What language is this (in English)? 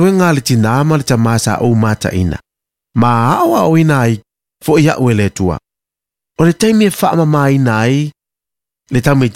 Samoan